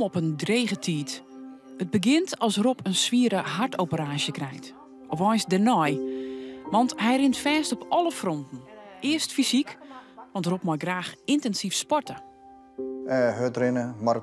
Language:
Western Frisian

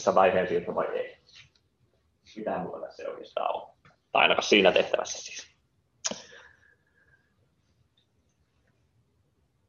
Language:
Finnish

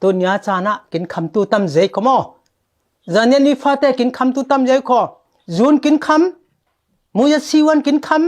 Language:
Falam Chin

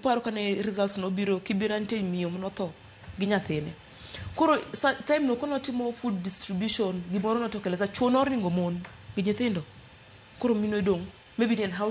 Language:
Luo (Kenya and Tanzania)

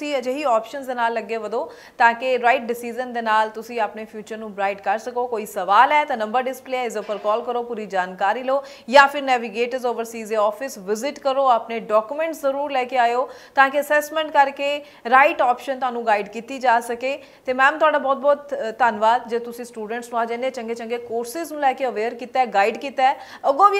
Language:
Punjabi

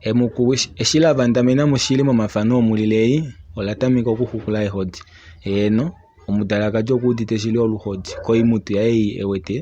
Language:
Kuanyama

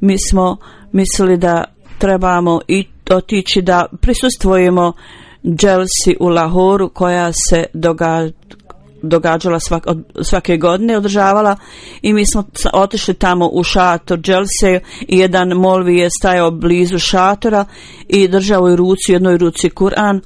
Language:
Bosnian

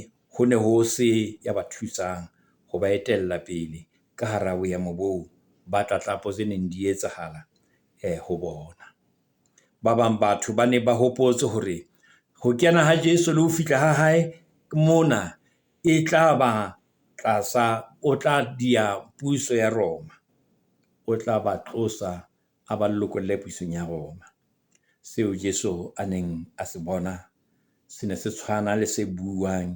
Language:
Southern Sotho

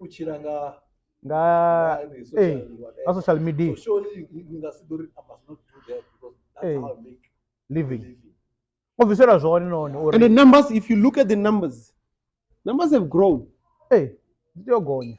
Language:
Venda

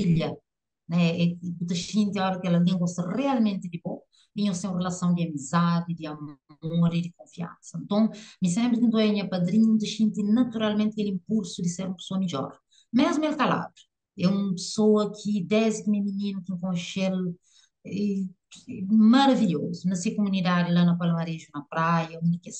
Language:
Kabuverdianu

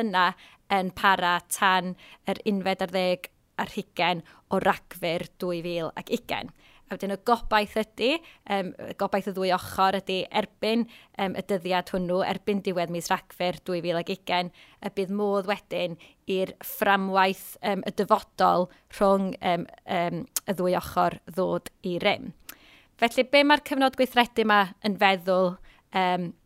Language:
Welsh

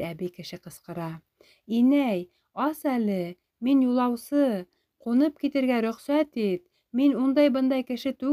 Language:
Bashkir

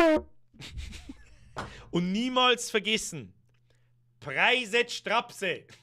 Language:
Bavarian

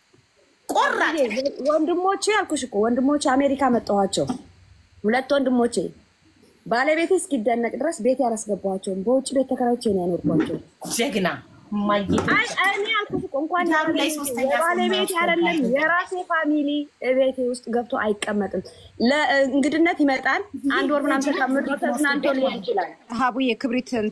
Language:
Amharic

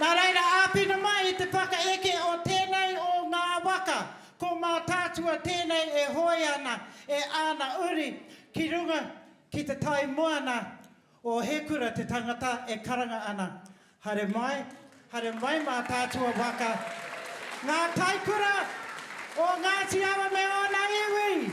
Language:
Māori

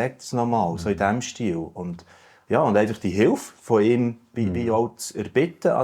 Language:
Swiss German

